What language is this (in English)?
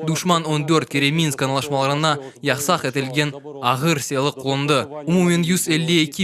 Crimean Tatar